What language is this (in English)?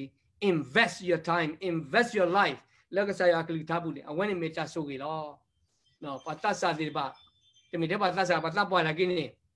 S'gaw Karen